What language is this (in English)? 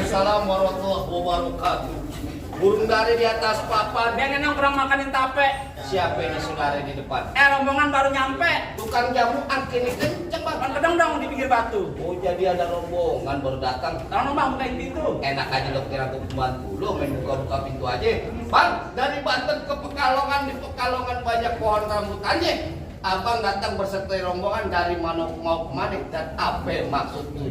Betawi